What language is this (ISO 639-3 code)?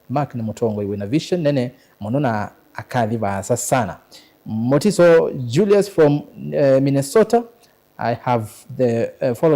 kam